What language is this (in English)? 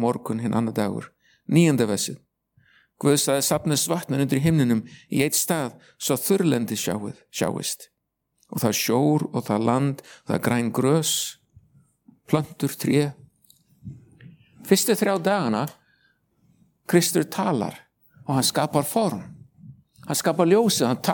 Icelandic